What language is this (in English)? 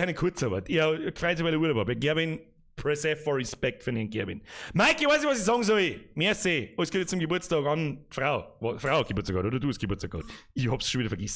Bavarian